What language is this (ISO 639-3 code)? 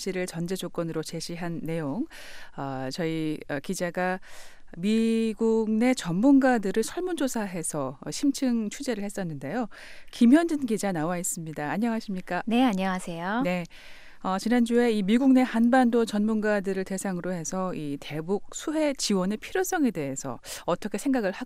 kor